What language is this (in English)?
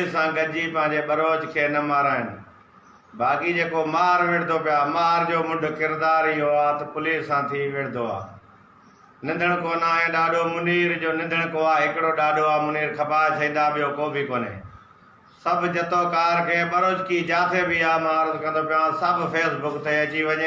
Sindhi